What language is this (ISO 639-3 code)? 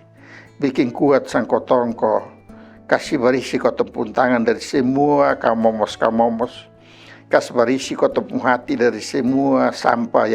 mkn